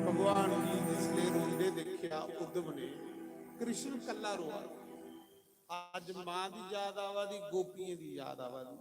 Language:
Dogri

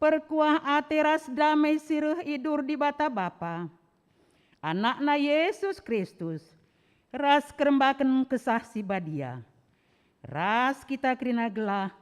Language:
Batak Karo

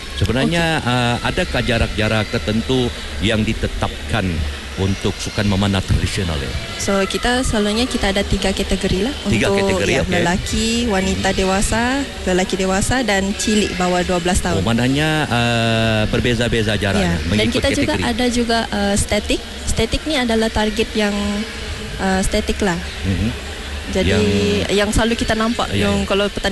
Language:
Malay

